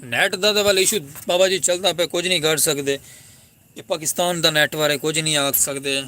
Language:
Saraiki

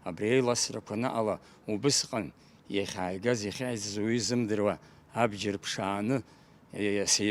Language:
Abkhazian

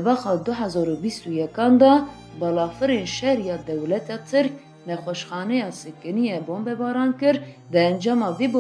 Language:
Kurdish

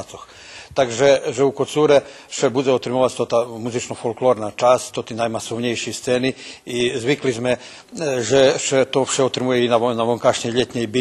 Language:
Rusyn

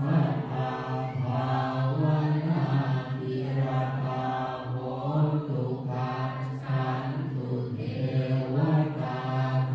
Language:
Pali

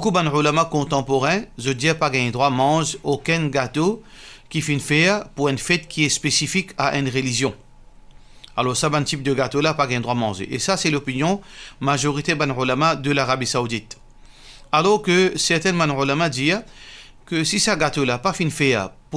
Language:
Morisyen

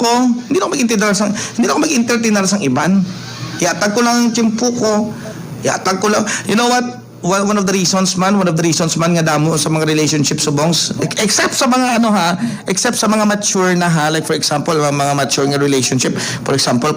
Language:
Hiligaynon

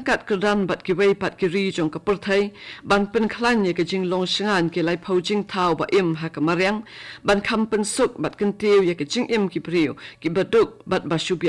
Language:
Khasi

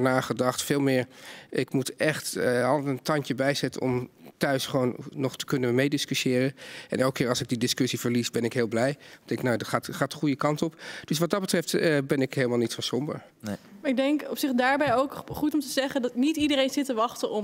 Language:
Dutch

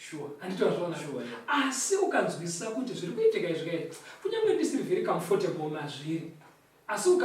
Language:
Shona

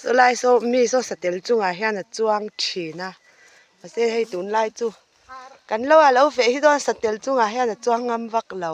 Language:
Mizo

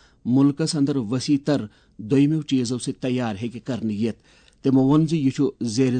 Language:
Kashmiri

